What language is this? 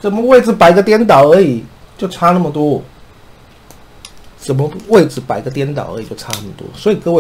Chinese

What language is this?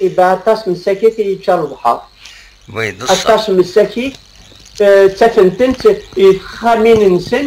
Kabyle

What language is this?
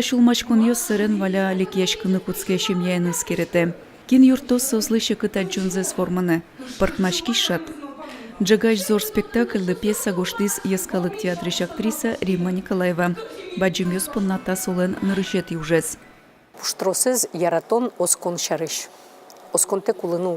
Udmurt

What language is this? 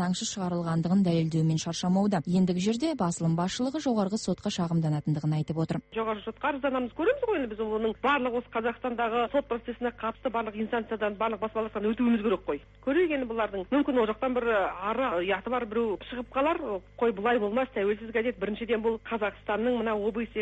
Kazakh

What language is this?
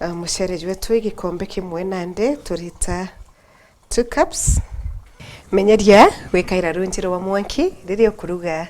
Meru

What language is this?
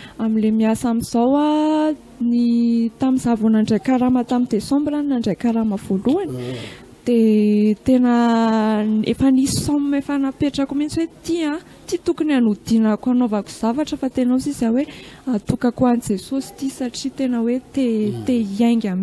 Malagasy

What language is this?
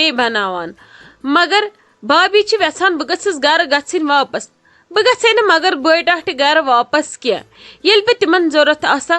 Kashmiri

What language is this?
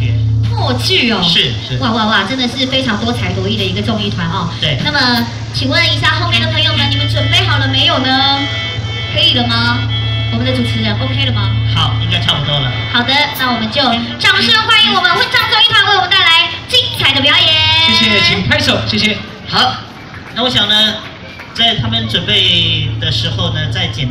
Chinese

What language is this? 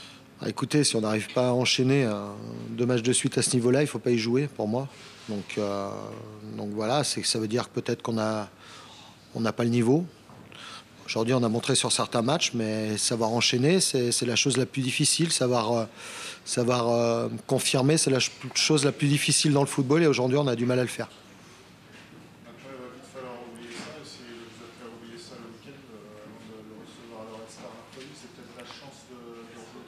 French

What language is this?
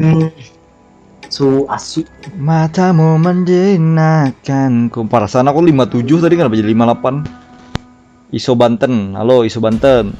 Banjar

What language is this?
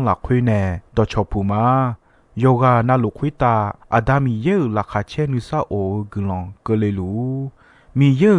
Akha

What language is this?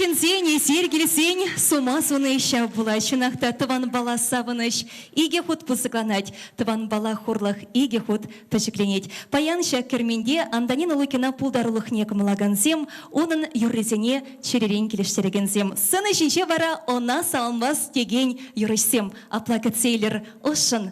Chuvash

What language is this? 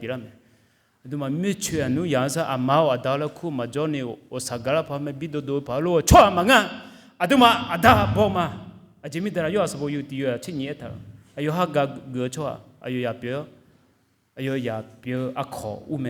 Akha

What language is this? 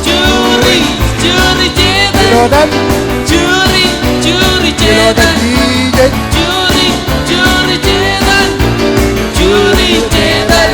Marshallese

